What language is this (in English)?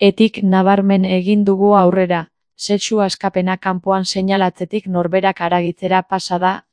Basque